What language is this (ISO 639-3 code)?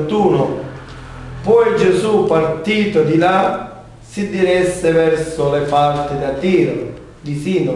ita